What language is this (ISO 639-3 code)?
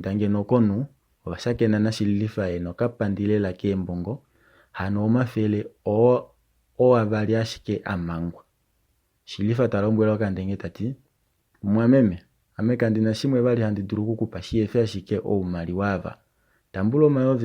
kua